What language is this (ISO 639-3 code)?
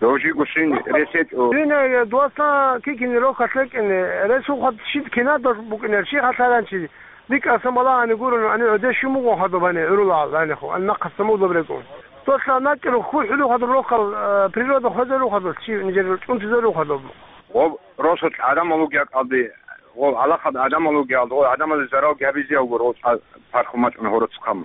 ava